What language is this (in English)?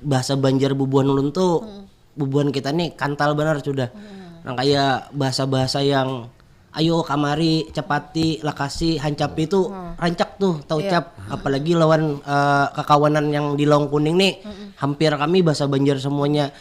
Banjar